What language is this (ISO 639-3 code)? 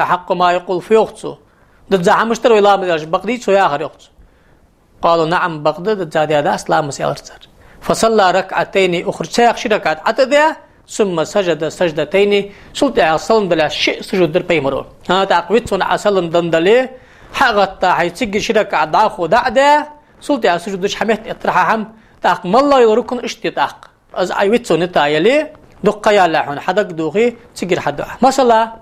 inh